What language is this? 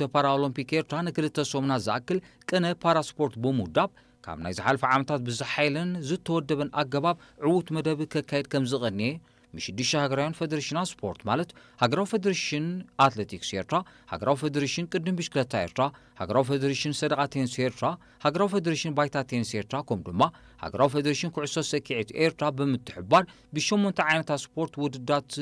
Tigrinya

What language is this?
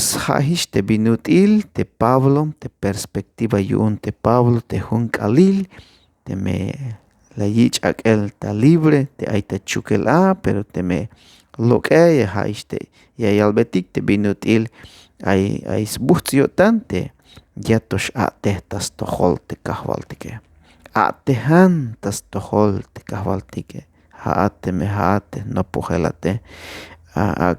Tzeltal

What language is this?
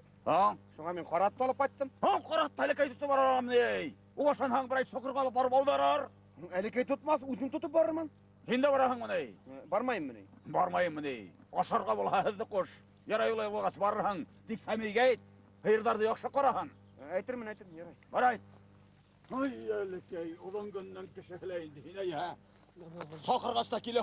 Bashkir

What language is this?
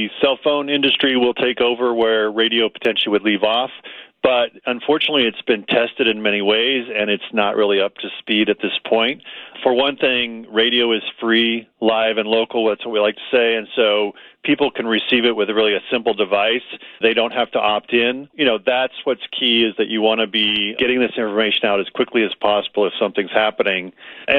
English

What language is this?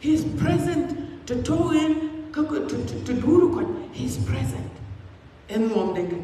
Dinka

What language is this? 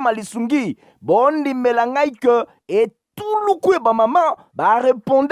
Lingala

